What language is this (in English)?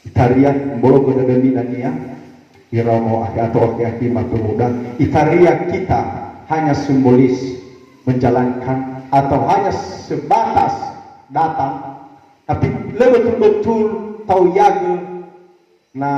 Nias